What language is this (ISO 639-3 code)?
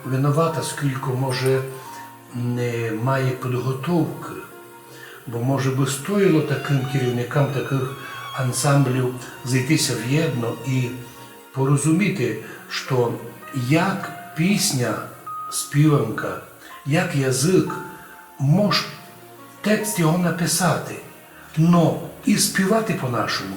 rue